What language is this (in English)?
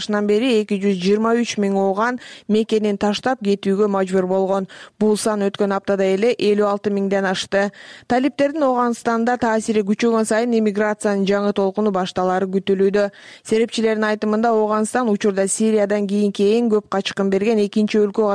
Kyrgyz